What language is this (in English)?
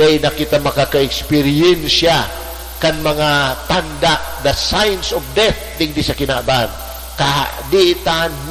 Bikol